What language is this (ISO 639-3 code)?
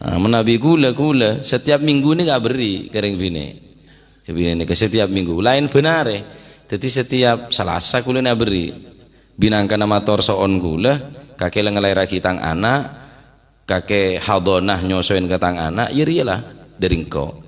mad